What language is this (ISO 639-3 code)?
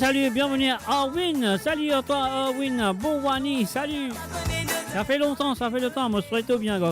mfe